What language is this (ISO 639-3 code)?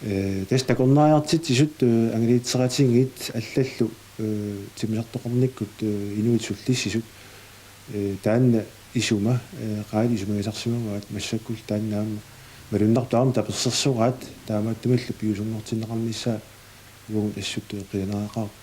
kal